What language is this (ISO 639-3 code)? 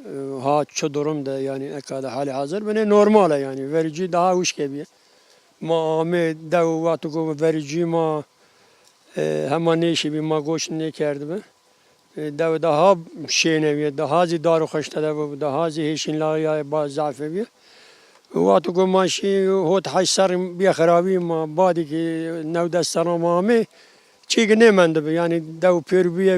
zza